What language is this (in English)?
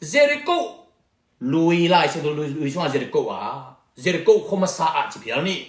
Tedim Chin